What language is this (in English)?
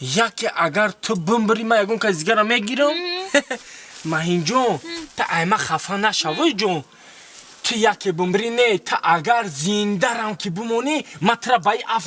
Tajik